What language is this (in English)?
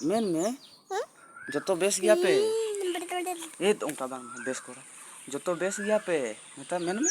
Santali